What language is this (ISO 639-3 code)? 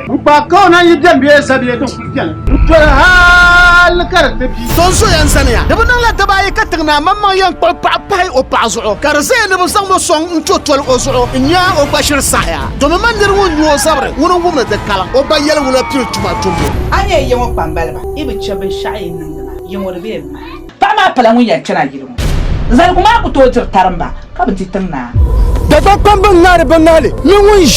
dag